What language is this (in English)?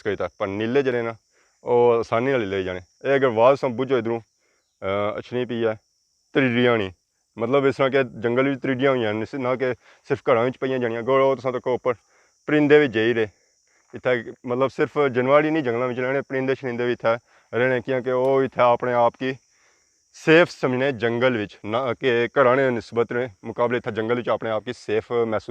Pahari-Potwari